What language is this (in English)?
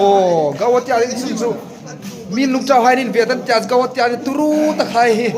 Hmar